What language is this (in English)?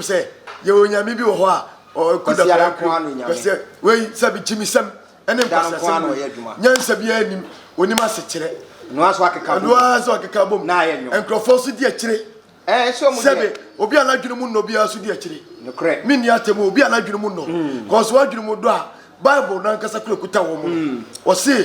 Akan